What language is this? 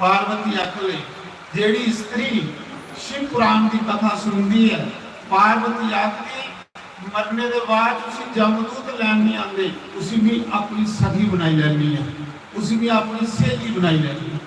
Dogri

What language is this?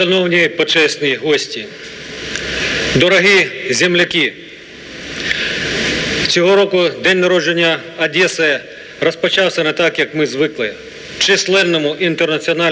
Ukrainian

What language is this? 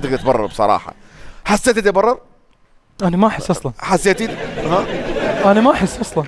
Mesopotamian Arabic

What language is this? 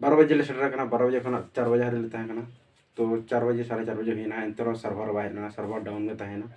Santali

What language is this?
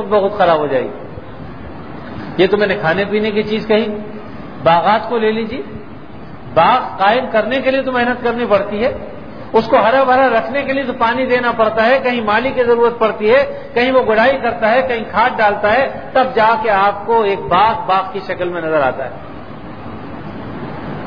Urdu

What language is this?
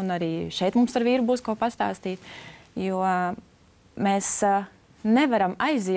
Latvian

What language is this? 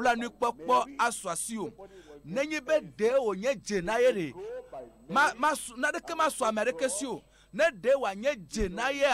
Ewe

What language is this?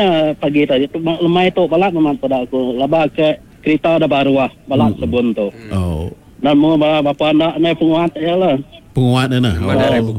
Iban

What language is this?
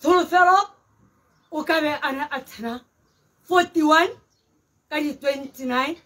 Tswana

